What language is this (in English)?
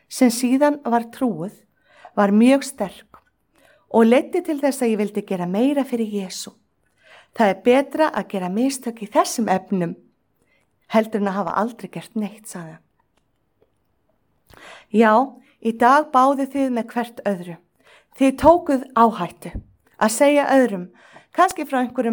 Icelandic